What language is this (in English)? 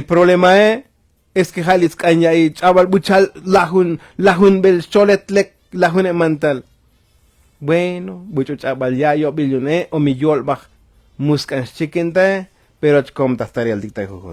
Tzotzil